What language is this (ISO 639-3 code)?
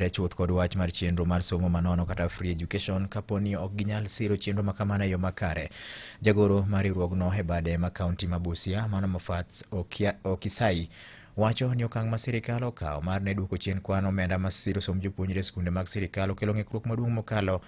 luo